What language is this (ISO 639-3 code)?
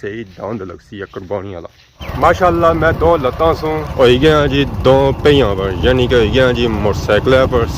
phr